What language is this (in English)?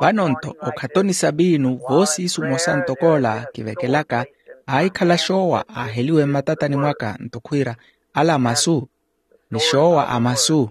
Makhuwa